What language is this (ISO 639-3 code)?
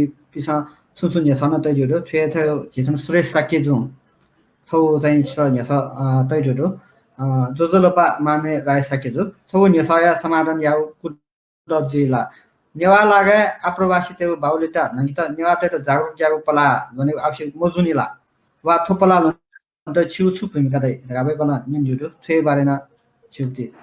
new